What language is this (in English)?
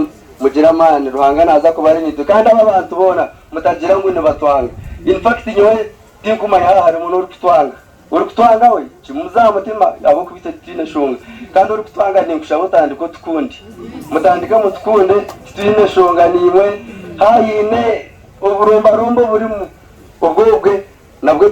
Nyankole